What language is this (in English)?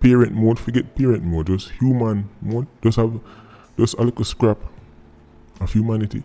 Jamaican Creole English